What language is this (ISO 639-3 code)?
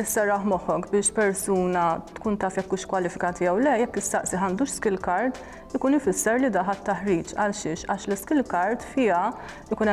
mlt